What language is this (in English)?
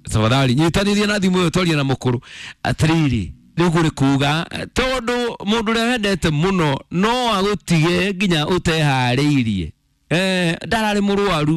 Kikuyu